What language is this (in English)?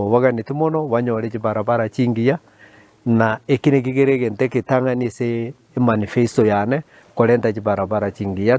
Gusii